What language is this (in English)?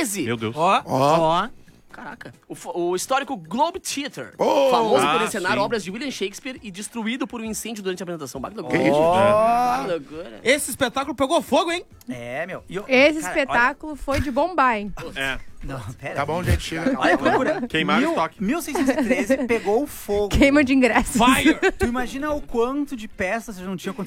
Portuguese